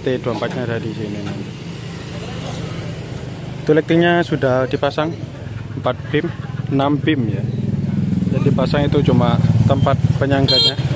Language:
Indonesian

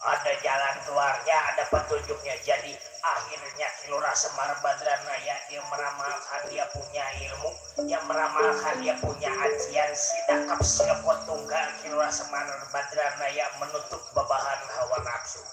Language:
Betawi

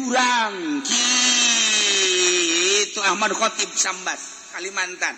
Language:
Sundanese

